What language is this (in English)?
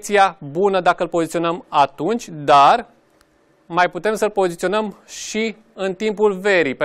Romanian